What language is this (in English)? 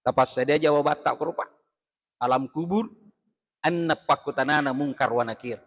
Buginese